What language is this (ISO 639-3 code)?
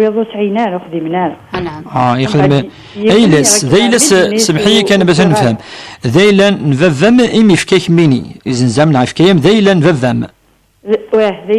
kab